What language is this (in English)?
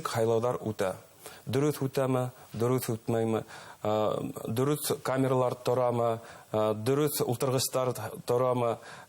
Bashkir